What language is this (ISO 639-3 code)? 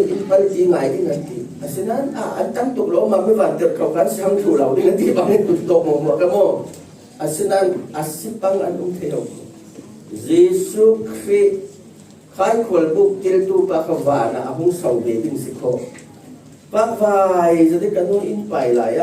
cfm